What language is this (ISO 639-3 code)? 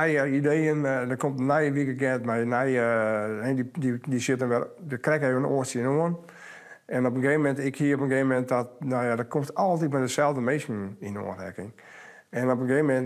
fry